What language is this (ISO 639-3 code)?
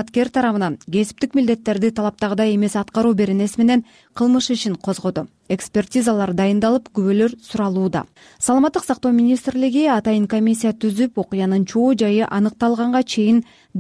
kir